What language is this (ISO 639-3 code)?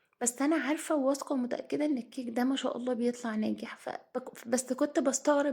arz